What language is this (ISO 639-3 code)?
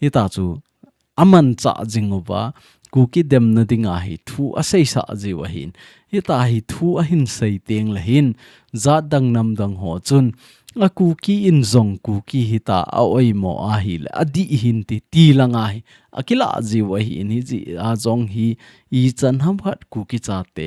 tcz